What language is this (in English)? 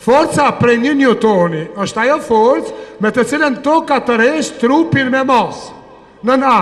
Albanian